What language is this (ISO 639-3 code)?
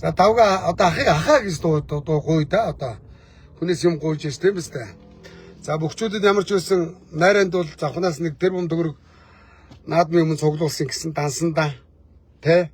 mon